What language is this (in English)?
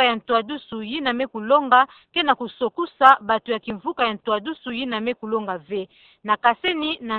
Kituba (Democratic Republic of Congo)